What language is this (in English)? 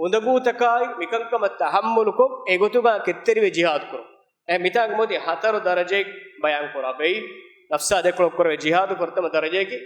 Divehi